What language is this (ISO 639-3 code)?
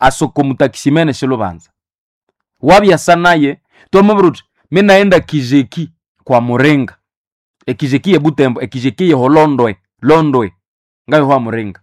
nnb